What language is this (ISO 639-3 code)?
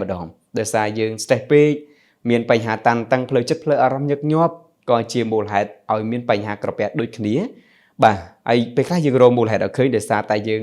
khm